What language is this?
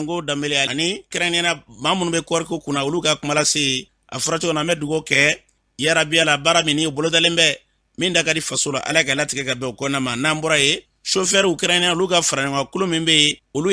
Bambara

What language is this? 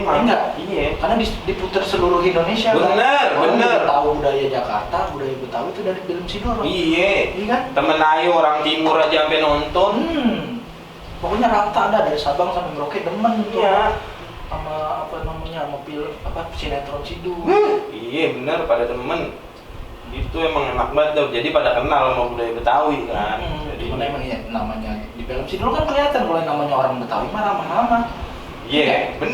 Betawi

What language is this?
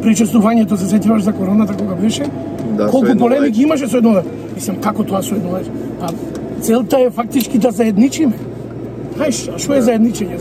Macedonian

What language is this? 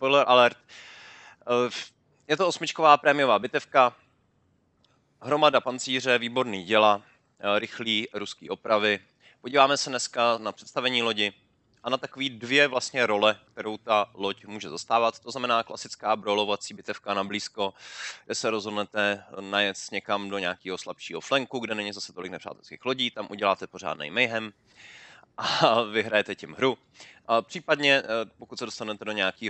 Czech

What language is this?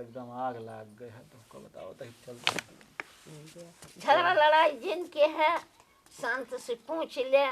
Awadhi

